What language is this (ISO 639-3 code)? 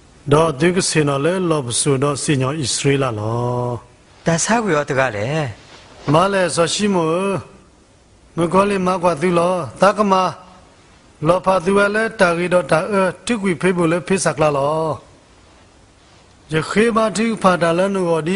ksw